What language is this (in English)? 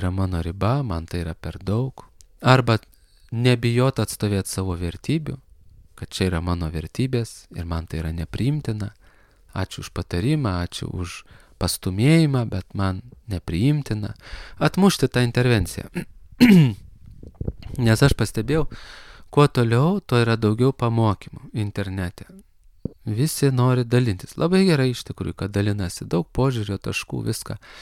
Lithuanian